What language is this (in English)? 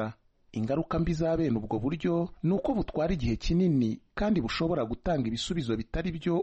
Kinyarwanda